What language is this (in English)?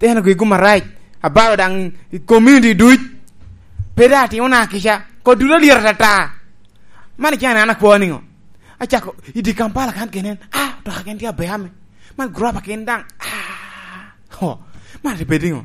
Lango (Uganda)